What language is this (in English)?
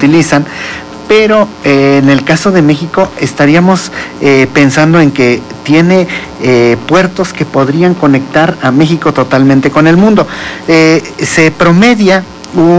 Spanish